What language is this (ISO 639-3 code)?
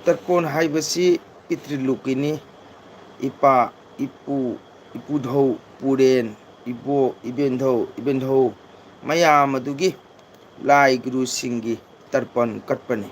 mni